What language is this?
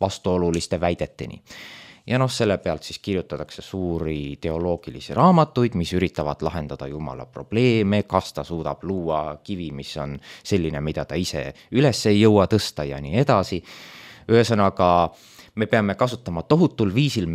Estonian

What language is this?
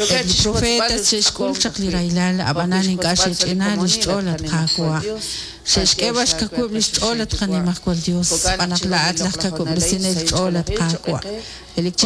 Kekchí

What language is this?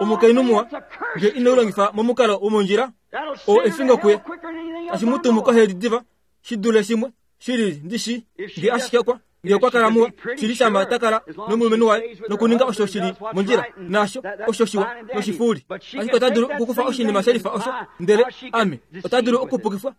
Kuanyama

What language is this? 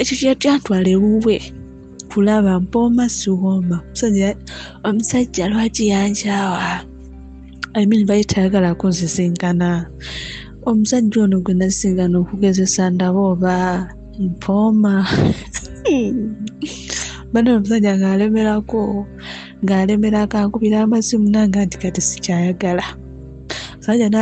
Ganda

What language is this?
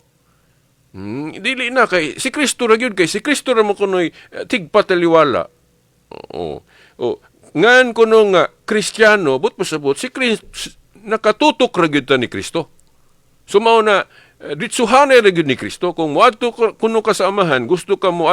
Cebuano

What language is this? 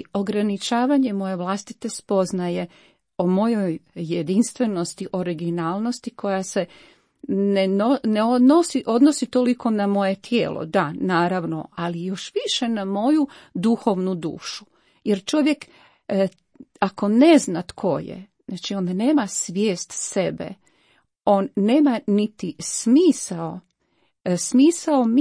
Croatian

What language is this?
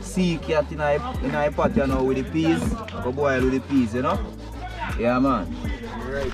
Jamaican Creole English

